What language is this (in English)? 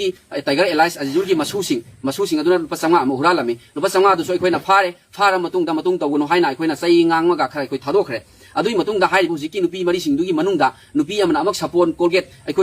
Manipuri